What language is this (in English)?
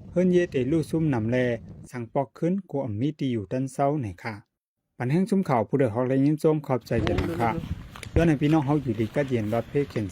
Shan